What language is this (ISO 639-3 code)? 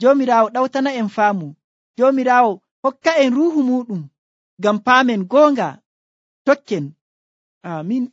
fuv